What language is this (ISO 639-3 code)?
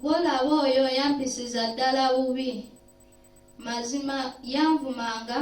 lug